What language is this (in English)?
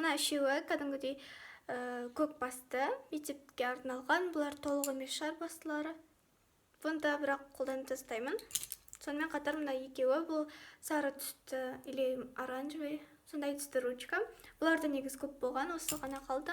Kazakh